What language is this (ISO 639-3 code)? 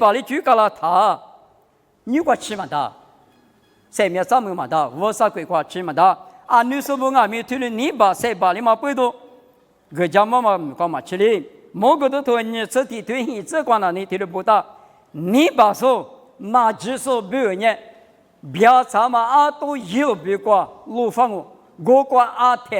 lis